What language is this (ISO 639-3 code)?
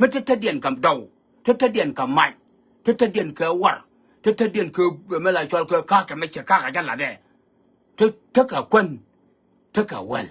nus